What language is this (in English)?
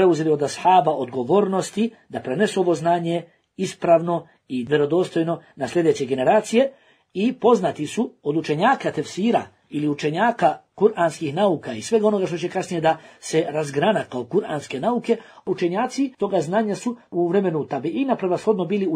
Bosnian